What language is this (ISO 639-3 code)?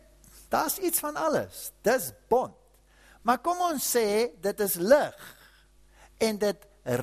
afr